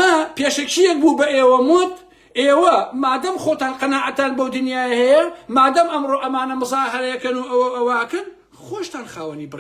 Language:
Central Kurdish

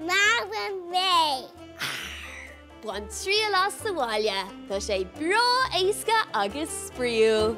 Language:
Irish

